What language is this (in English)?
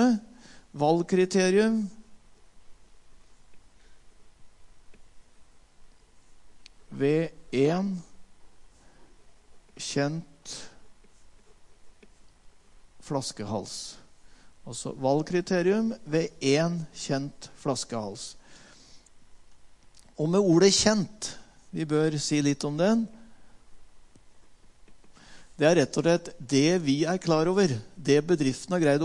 Norwegian